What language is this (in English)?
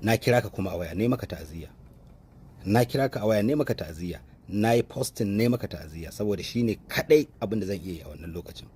Hausa